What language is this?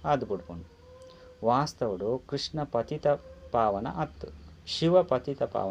Tulu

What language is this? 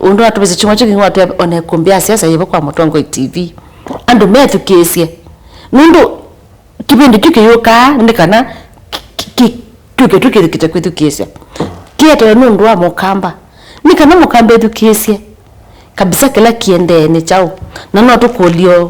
Kamba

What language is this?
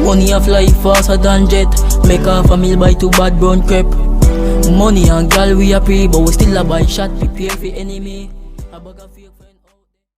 Jamaican Creole English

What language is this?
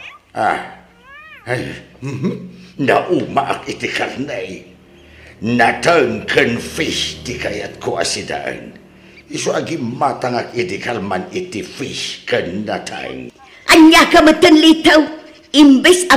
Iloko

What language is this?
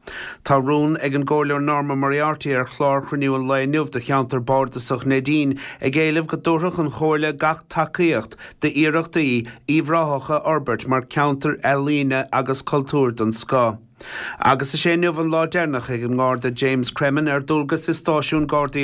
Irish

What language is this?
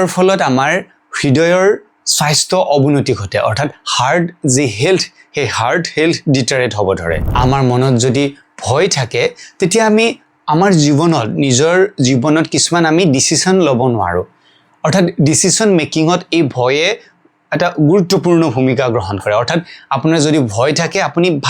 Assamese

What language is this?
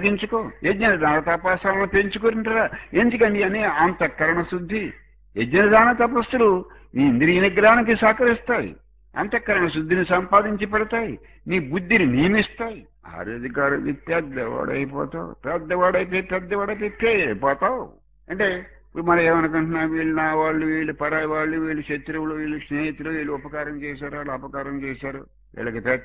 Telugu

